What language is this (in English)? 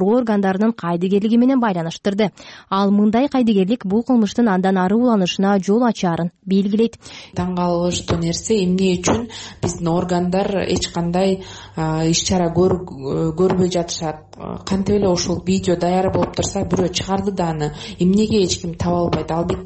Kyrgyz